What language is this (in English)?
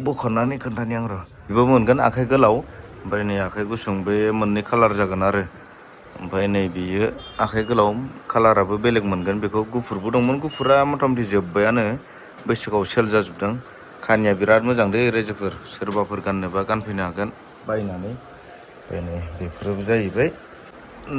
Bodo